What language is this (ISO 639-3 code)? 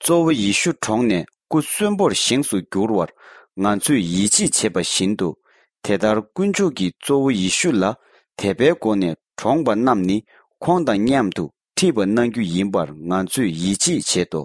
bod